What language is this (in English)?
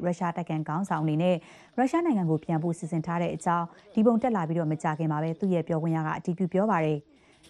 Burmese